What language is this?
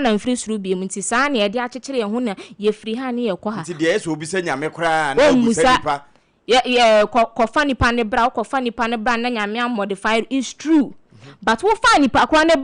Akan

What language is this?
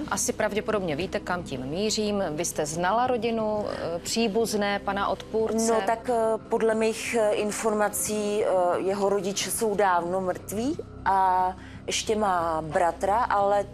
Czech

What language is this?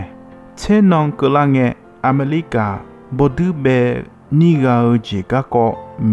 Akha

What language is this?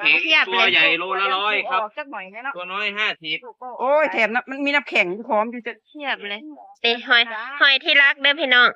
Northeastern Thai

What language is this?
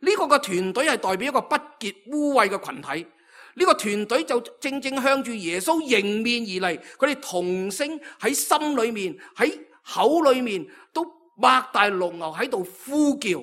Cantonese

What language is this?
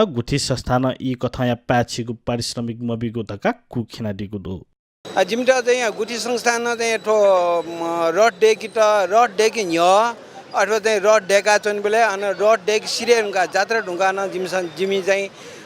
Newari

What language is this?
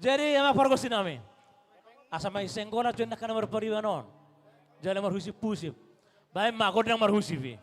Batak Toba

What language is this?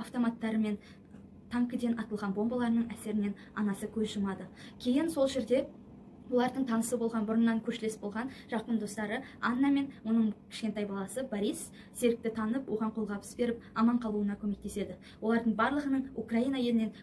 Kazakh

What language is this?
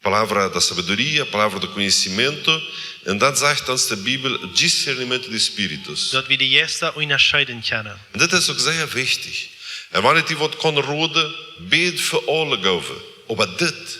Plautdietsch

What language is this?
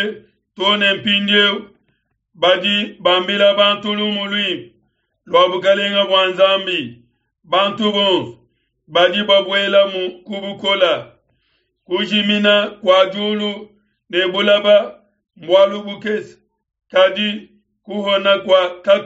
Luba-Lulua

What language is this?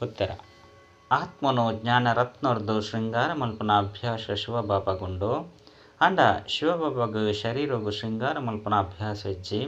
Tulu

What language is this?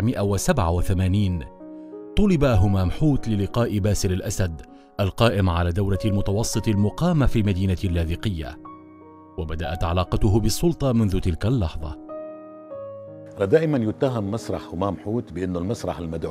Arabic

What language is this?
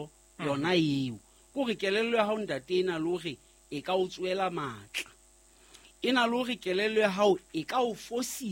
Southern Sotho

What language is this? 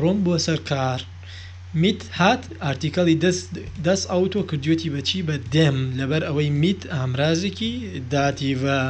Central Kurdish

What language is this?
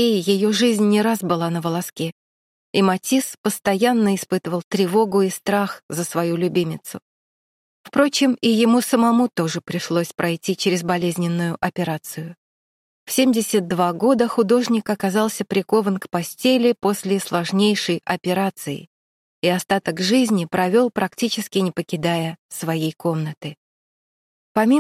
Russian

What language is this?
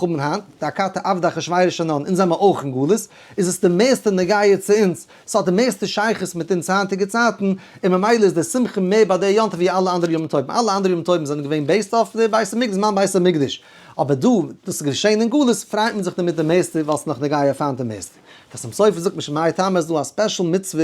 Yiddish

